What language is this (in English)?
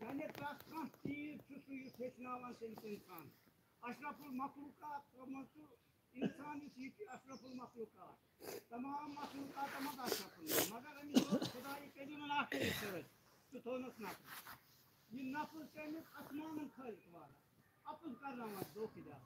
Kashmiri